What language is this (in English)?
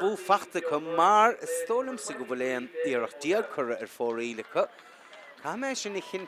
Irish